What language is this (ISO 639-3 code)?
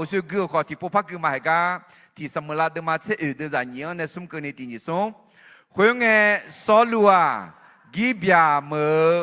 ahk